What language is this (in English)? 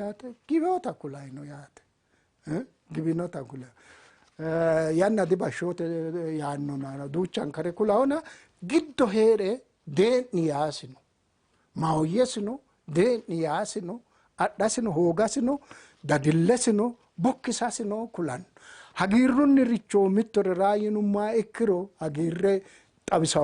Sidamo